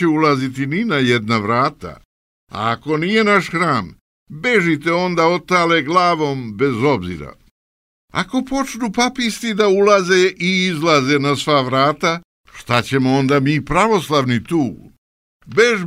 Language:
Serbian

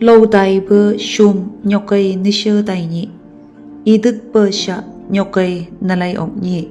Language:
Phom Naga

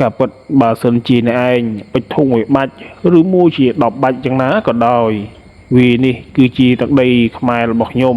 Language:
Khmer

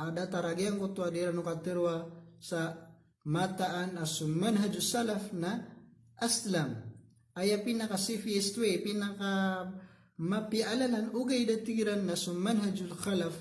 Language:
Maranao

